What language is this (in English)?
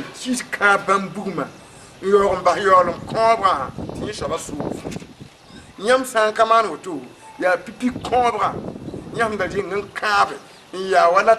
Mossi